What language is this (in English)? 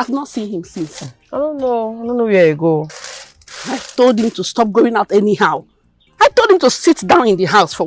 Nigerian Pidgin